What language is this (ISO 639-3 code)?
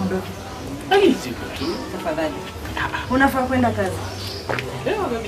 guz